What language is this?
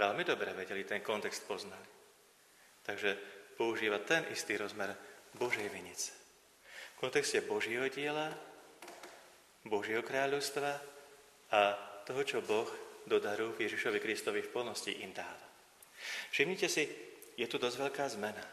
Slovak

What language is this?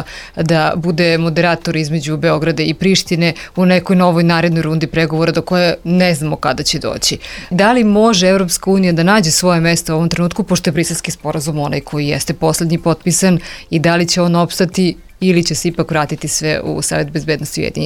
Serbian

